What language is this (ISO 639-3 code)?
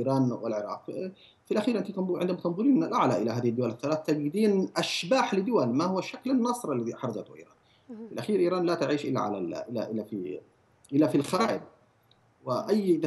ara